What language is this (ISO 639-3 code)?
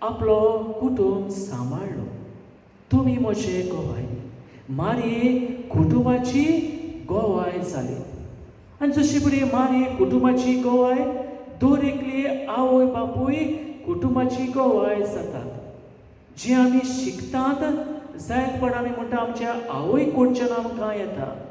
kok